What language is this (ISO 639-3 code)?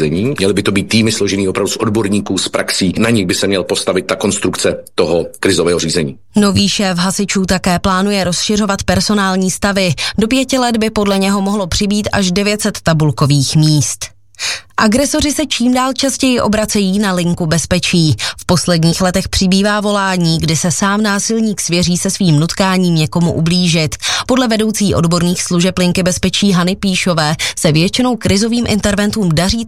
ces